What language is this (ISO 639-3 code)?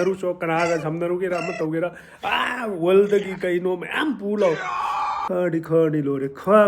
mni